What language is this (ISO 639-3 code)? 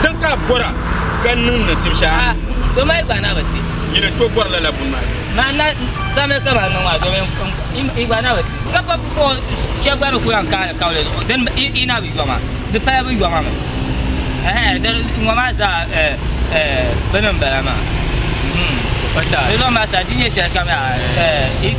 dag